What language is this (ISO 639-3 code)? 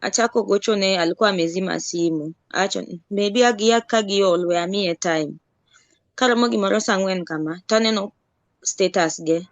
luo